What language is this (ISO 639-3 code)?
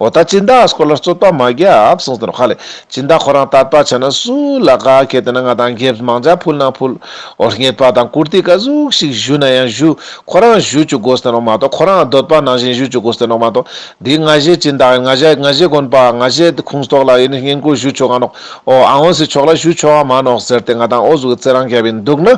lbj